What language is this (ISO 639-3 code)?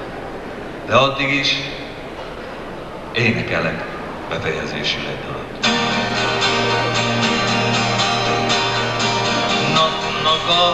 hun